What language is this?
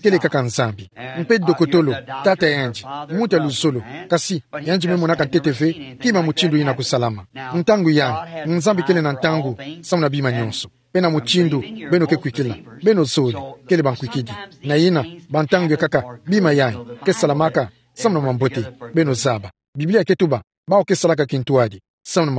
Kituba (Democratic Republic of Congo)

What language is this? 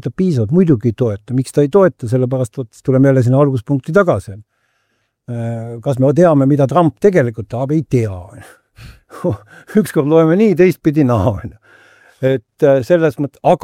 Estonian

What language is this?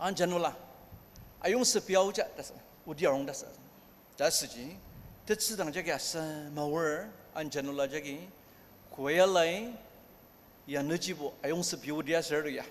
Ao Naga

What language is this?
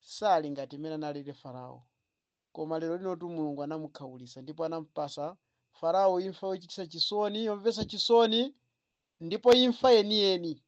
Nyanja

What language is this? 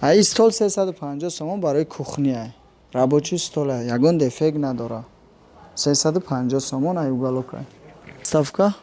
Tajik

